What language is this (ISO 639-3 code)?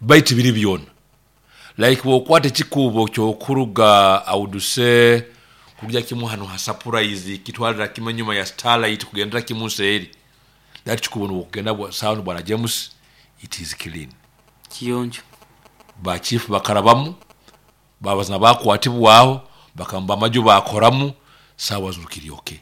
nyo